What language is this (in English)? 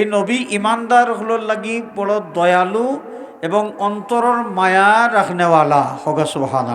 Sylheti